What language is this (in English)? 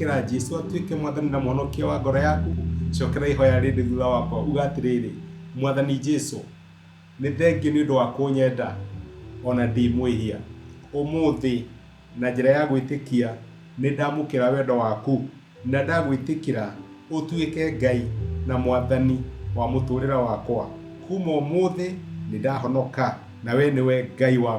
Kikuyu